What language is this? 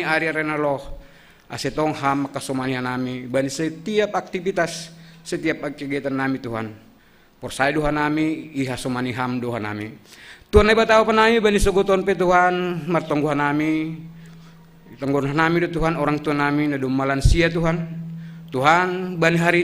Batak Simalungun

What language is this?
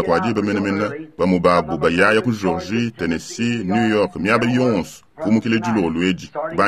Luba-Lulua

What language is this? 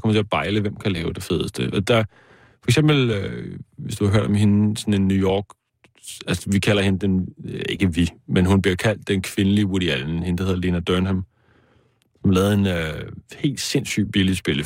Danish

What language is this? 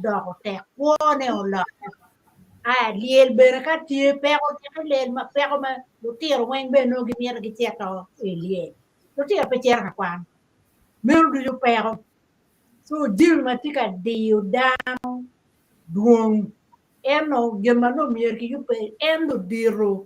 Acoli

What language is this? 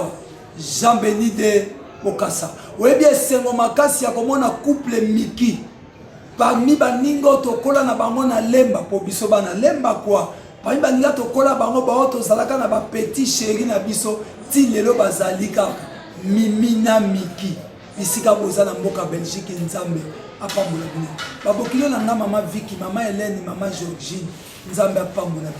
Lingala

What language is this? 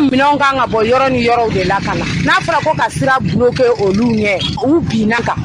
Bambara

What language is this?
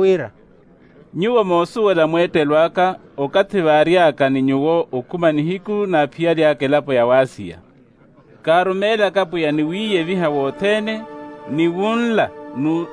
Makhuwa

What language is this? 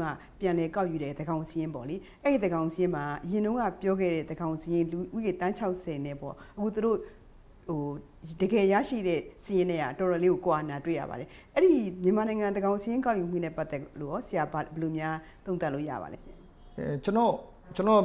Burmese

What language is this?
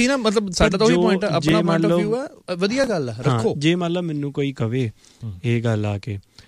Punjabi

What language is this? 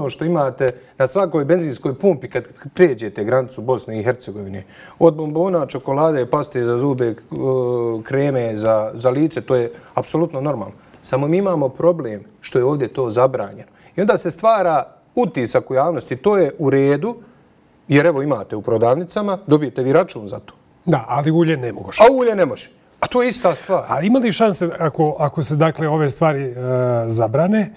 Bosnian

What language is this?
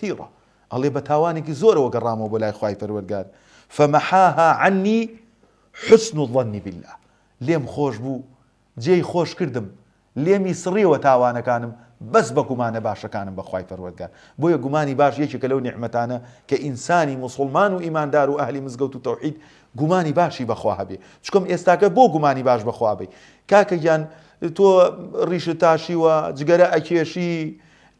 Central Kurdish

